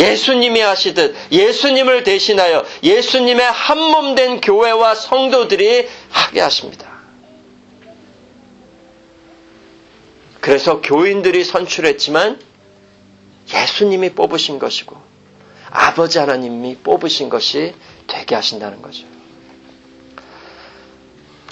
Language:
Korean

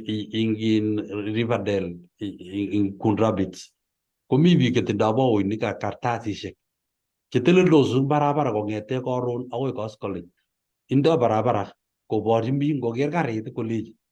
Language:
Kalenjin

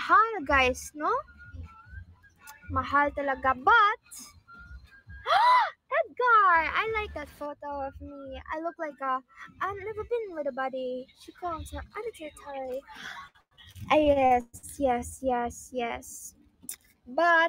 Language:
Filipino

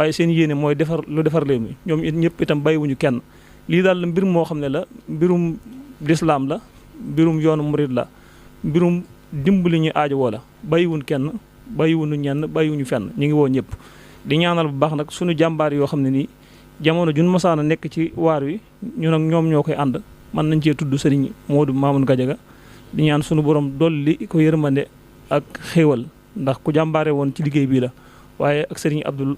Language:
Wolof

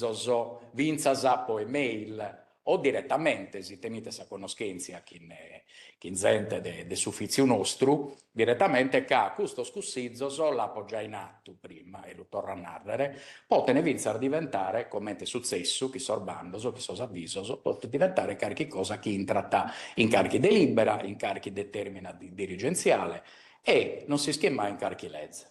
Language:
Sardinian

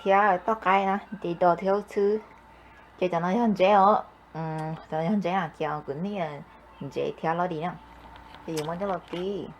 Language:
Hmong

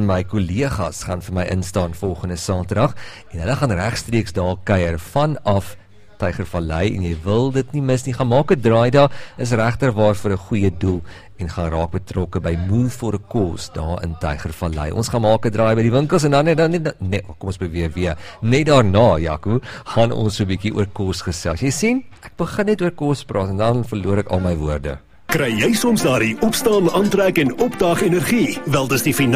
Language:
Afrikaans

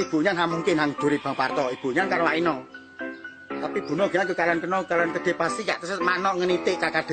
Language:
Achinese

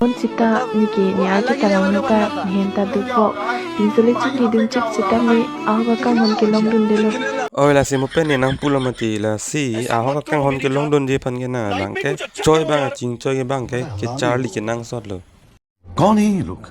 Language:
Karbi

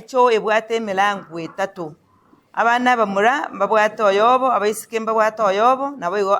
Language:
Gusii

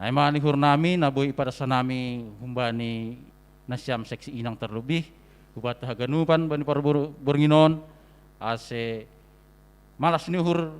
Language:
Batak Simalungun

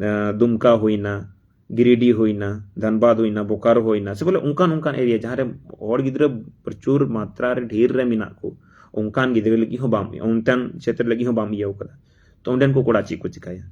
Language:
Santali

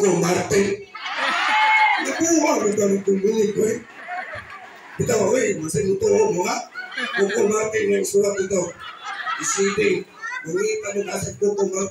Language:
Cebuano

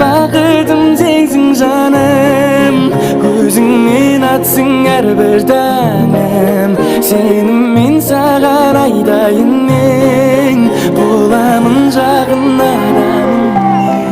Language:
Kara-Kalpak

